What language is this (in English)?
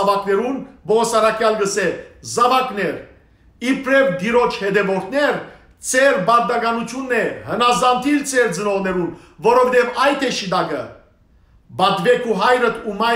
Western Armenian